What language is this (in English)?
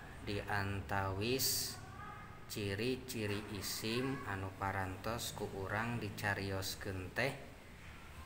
Sundanese